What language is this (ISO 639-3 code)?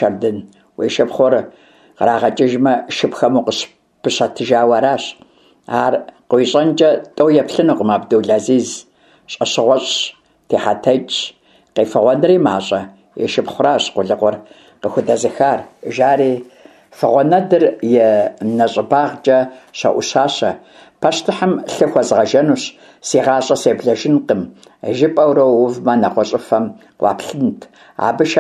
kbd